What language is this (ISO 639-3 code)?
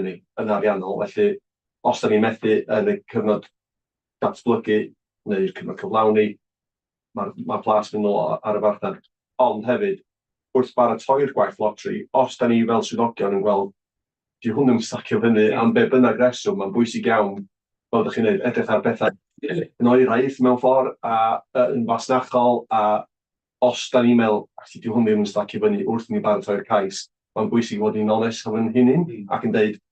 cym